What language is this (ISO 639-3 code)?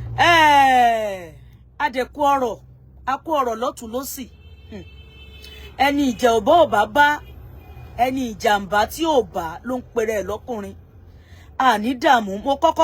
yor